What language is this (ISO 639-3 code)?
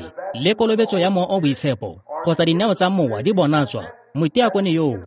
tsn